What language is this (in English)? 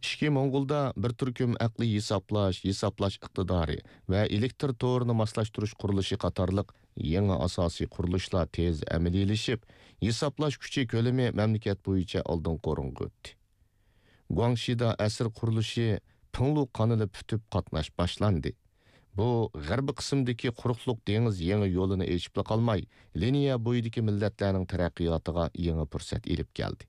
Uyghur